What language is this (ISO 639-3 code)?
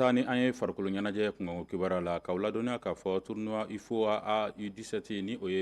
bam